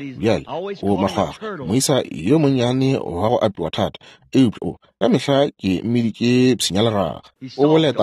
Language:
Northern Sotho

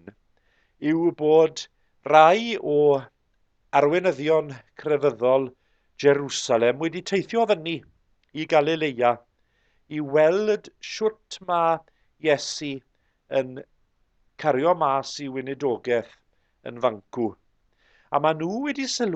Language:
Welsh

